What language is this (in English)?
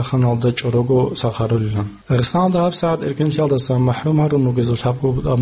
Avaric